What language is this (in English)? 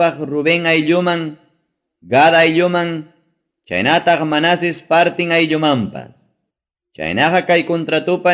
Ayacucho Quechua